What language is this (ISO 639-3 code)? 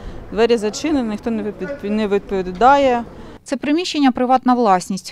ukr